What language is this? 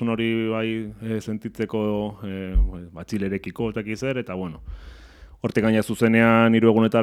Basque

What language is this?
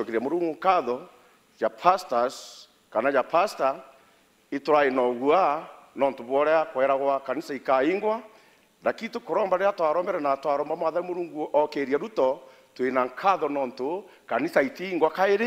Meru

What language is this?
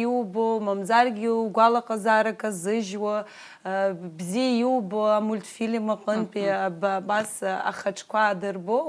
Abkhazian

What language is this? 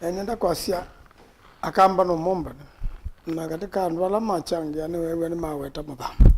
Kamba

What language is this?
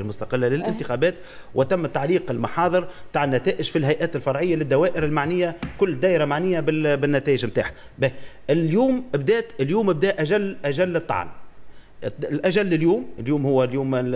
Tunisian Arabic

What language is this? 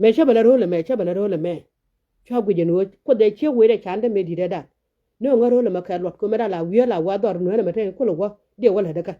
Nuer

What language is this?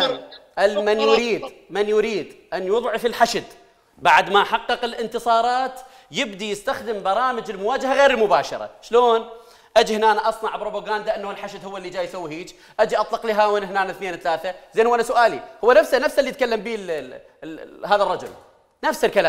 Mesopotamian Arabic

